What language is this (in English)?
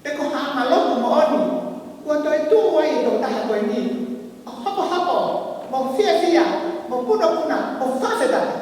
Tongan